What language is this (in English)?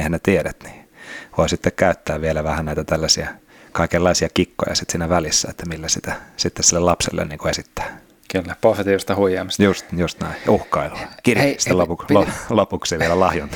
Finnish